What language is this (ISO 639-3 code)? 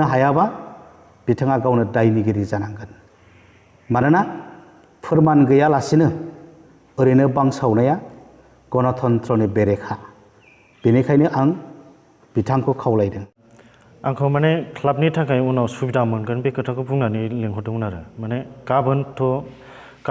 brx